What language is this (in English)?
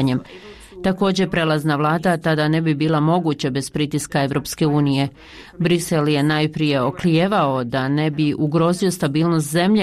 Bosnian